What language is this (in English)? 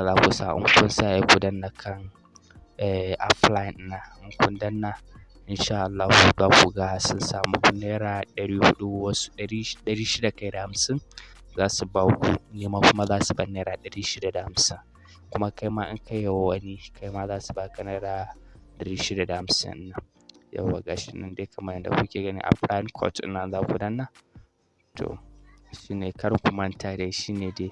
Hausa